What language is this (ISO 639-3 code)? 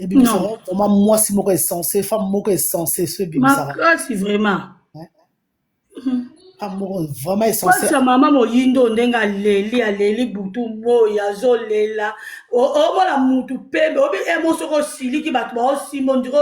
lin